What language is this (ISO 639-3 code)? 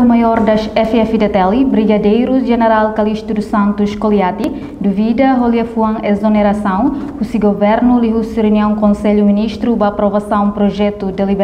tet